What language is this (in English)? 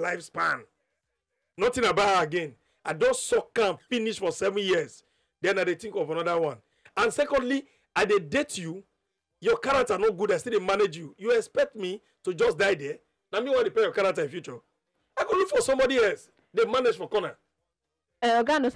Nigerian Pidgin